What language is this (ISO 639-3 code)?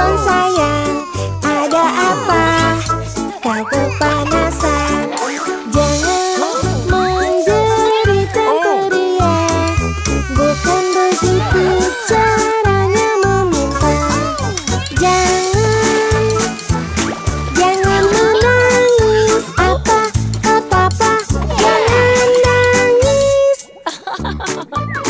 ind